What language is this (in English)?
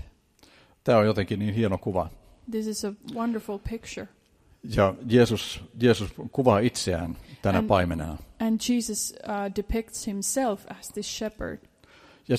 Finnish